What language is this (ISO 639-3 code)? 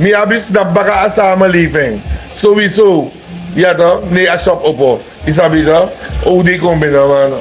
srn